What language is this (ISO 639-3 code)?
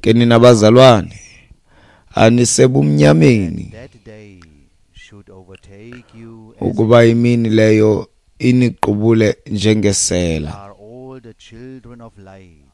xho